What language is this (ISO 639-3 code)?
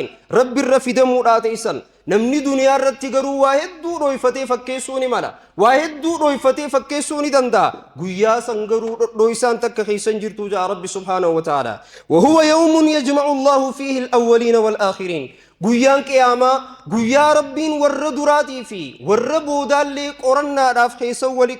orm